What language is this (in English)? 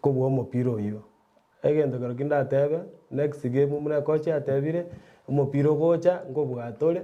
Gusii